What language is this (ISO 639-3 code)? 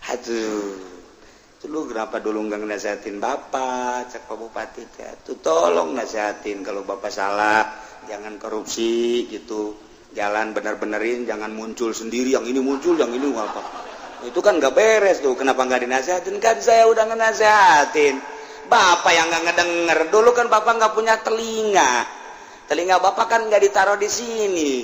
sun